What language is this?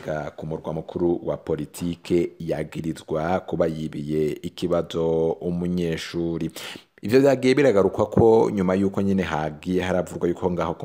Rundi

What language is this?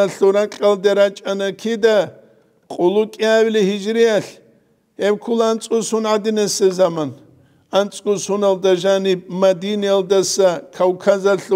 Avaric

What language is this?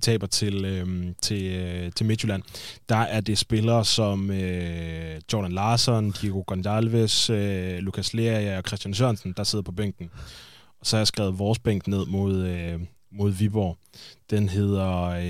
Danish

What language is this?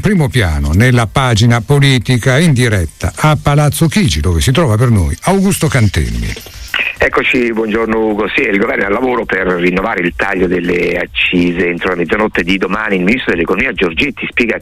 Italian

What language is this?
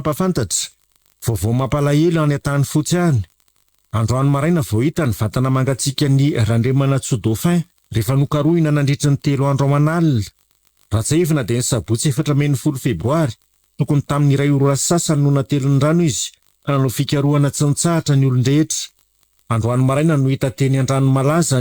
Malagasy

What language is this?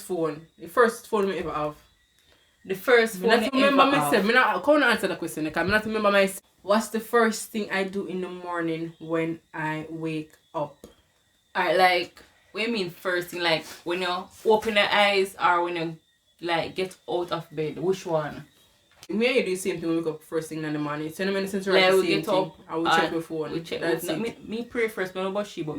Jamaican Creole English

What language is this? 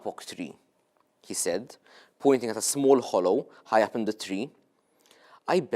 English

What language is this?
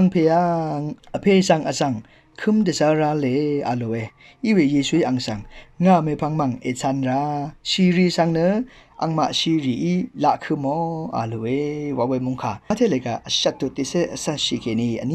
Rawang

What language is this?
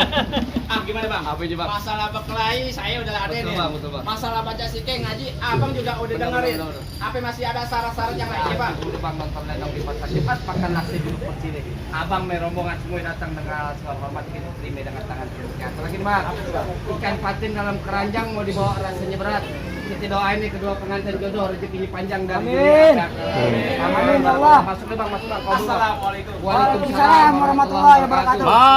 Betawi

